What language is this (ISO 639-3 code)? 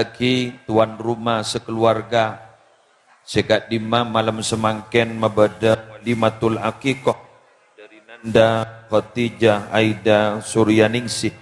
mad